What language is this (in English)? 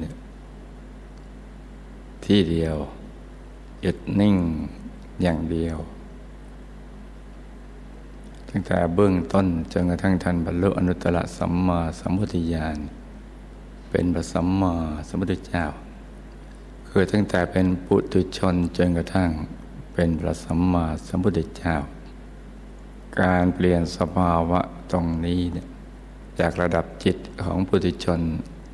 Thai